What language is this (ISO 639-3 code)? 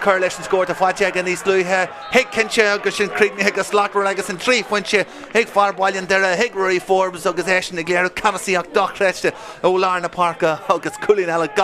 gle